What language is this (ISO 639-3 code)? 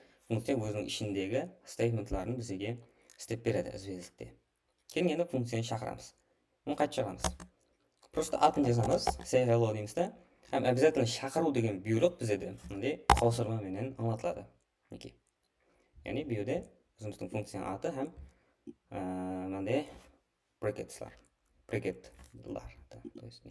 kaa